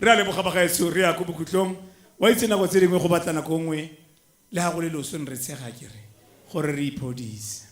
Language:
Tswana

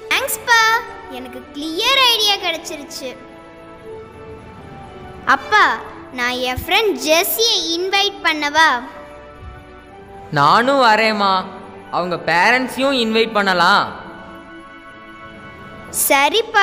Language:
Tamil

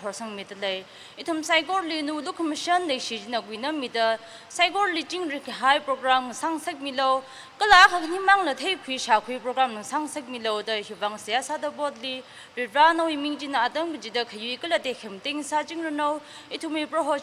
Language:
Tangkhul Naga (India)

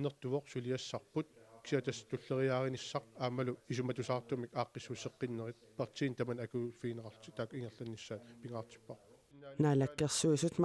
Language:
Kalaallisut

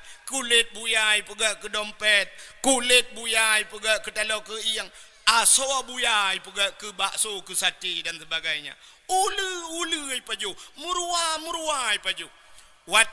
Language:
Achinese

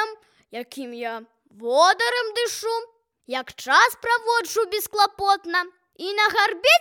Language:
Belarusian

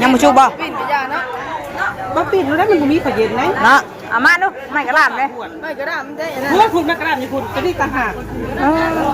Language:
Northeastern Thai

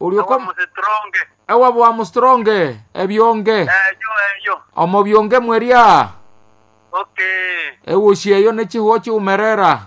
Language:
Nande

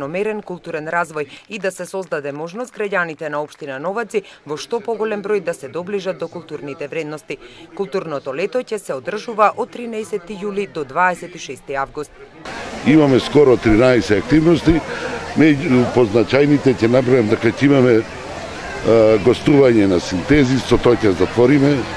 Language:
Macedonian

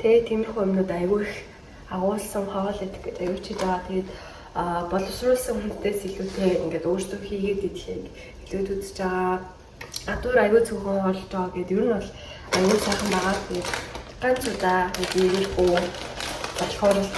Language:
Mongolian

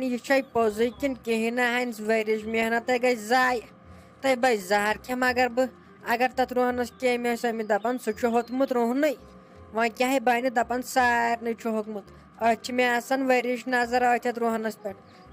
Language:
Kashmiri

